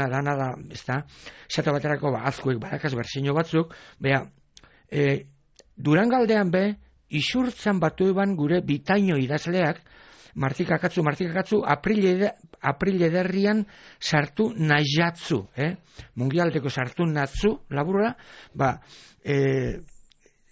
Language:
Basque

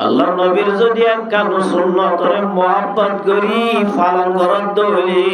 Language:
Rohingya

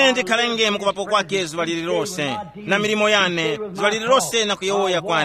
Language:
Tumbuka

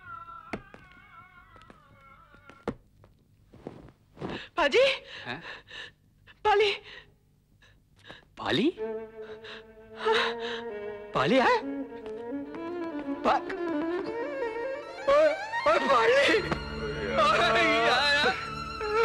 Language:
Hindi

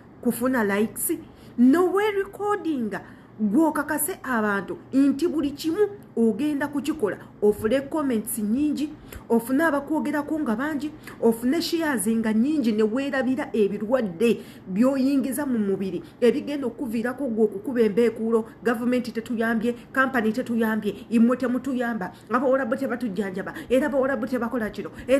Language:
Ganda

